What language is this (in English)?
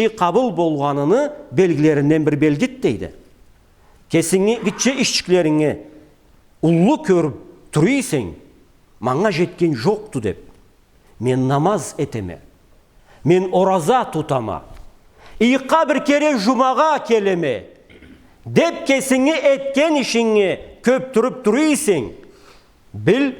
Karachay-Balkar